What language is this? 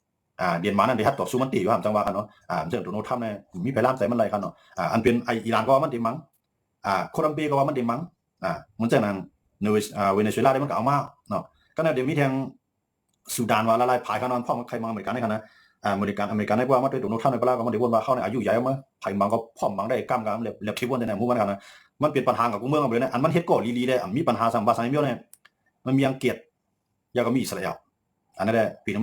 Shan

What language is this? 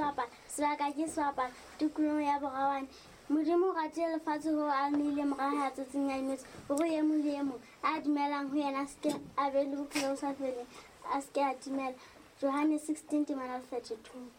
Southern Sotho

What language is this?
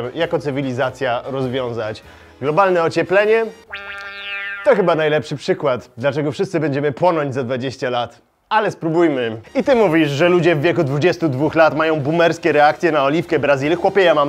Polish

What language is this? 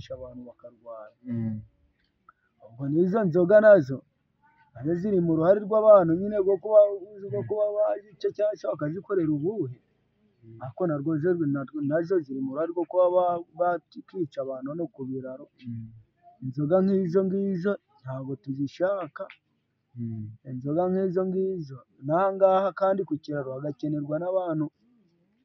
Kinyarwanda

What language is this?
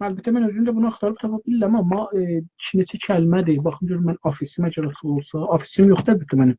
South Azerbaijani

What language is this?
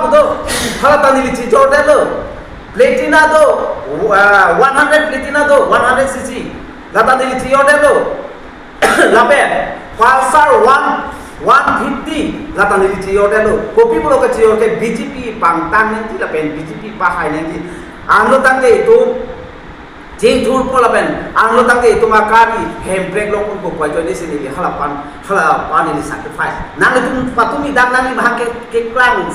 Karbi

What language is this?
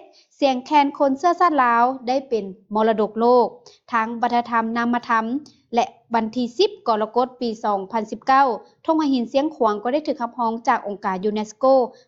Lao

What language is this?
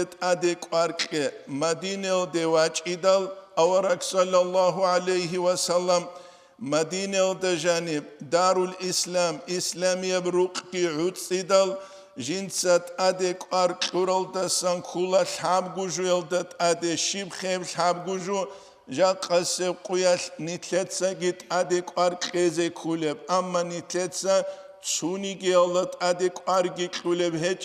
Avaric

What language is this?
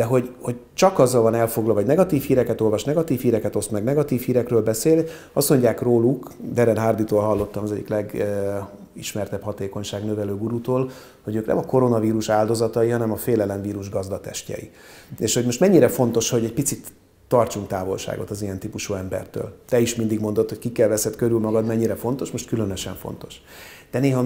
Hungarian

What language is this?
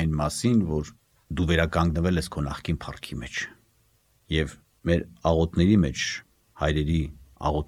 Armenian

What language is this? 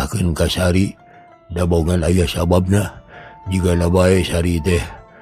Sundanese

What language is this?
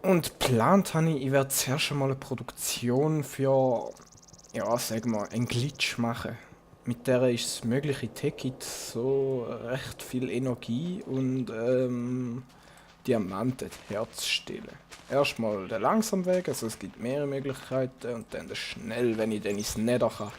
Swiss German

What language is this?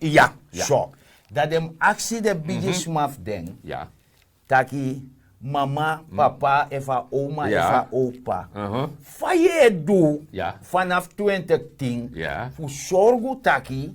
Sranan Tongo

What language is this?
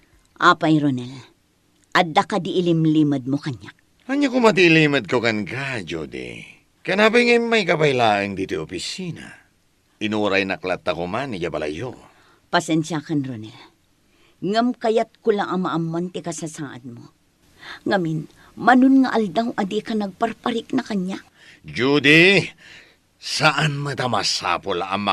Iloko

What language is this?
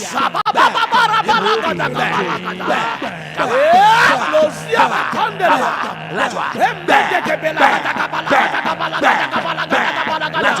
Ewe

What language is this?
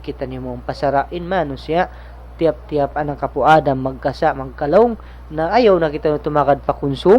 Tausug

